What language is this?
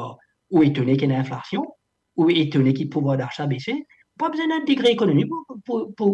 Morisyen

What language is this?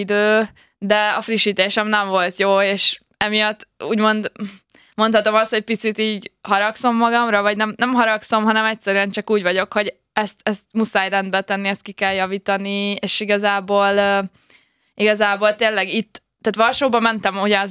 Hungarian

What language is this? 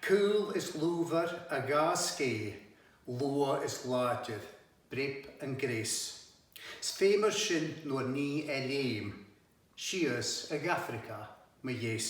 Scottish Gaelic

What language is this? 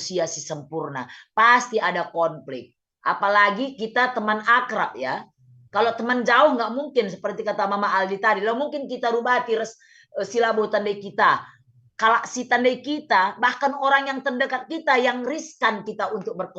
Batak Karo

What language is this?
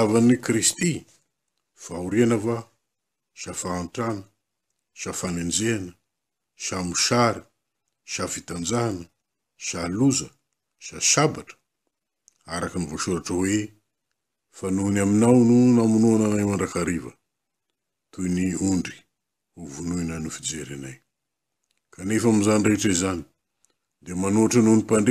Malagasy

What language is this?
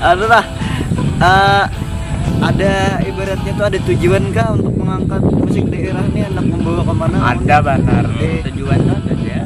Banjar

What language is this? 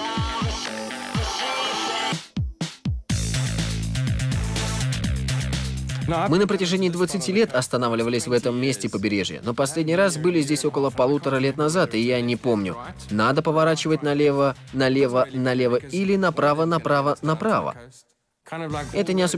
Russian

